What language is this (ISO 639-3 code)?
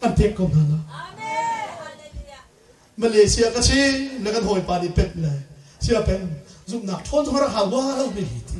cnh